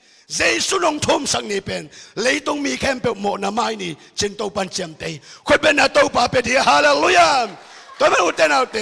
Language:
Tedim Chin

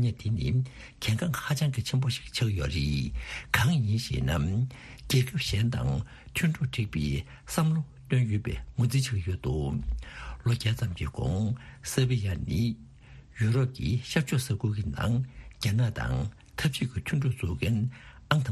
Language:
Tibetan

